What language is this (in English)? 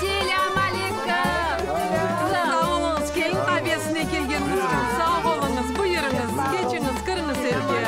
Crimean Tatar